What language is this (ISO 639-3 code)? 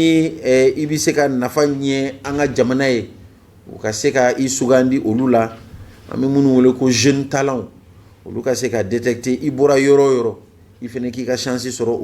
bam